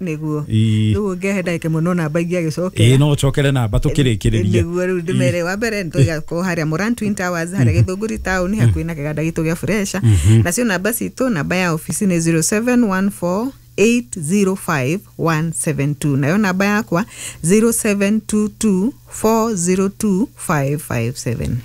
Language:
Kikuyu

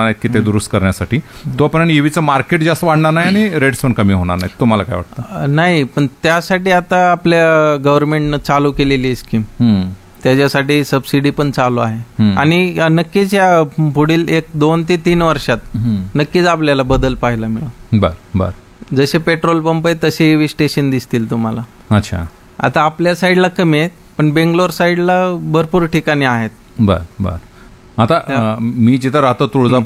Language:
Marathi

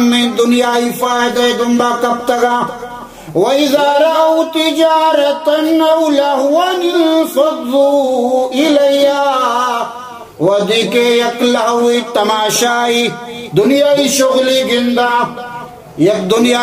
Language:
Baluchi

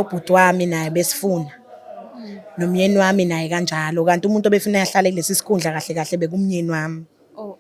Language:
Zulu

